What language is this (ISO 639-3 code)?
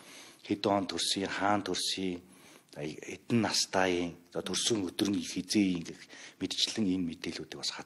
mon